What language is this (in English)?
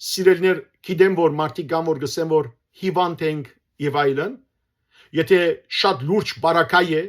Western Armenian